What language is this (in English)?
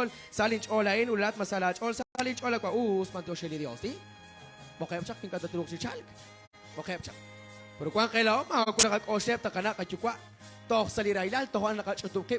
Kekchí